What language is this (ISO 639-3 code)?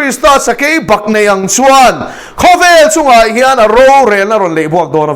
lus